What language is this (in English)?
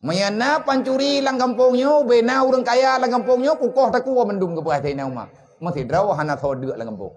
Achinese